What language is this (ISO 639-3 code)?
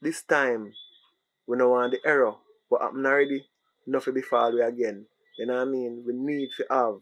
jam